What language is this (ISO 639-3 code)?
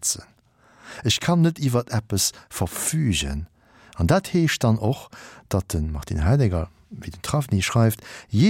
ltz